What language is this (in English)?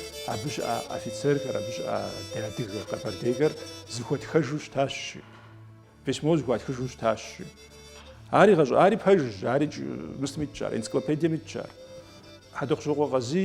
Kabardian